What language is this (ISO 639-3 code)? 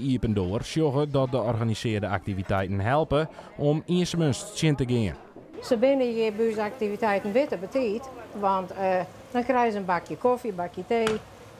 fry